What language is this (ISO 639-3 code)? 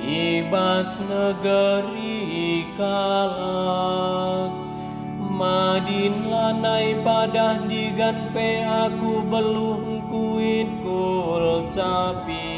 btx